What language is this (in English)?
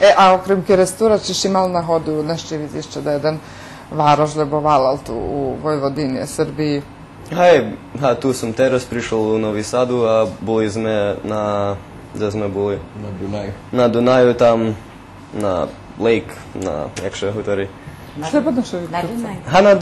Rusyn